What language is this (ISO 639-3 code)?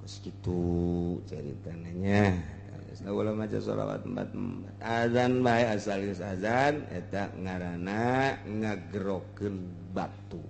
sun